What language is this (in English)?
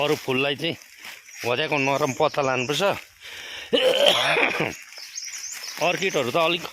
Nepali